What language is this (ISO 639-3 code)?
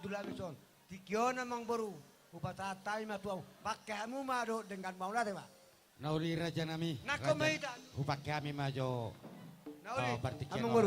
bbc